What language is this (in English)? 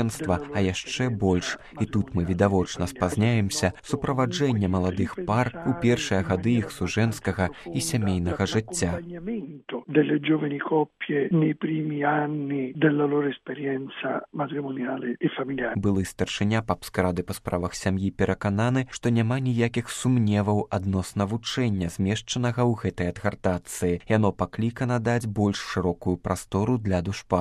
Belarusian